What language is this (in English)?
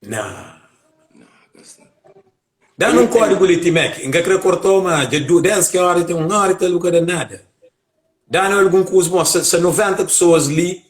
Kabuverdianu